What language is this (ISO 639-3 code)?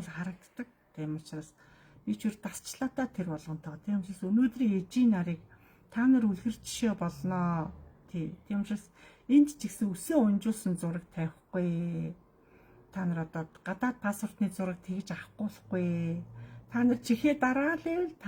mon